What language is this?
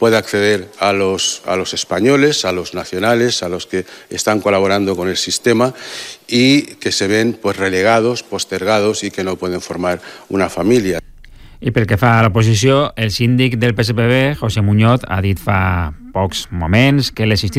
Catalan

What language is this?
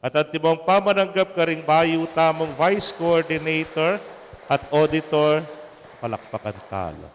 Pampanga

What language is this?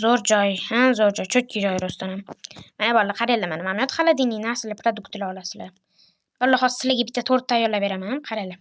Uzbek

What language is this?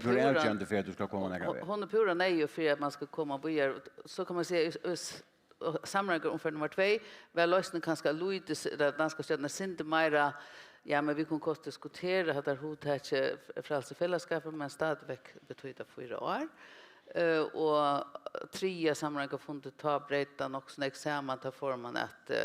Faroese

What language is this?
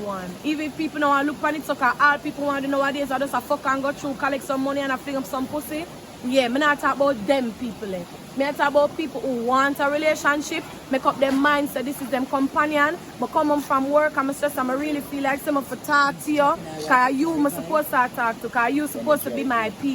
Jamaican Creole English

